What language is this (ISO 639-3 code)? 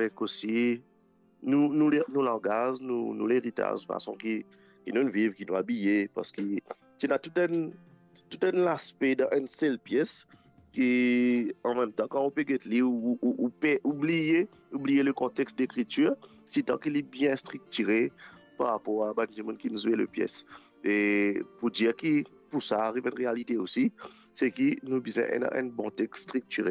mfe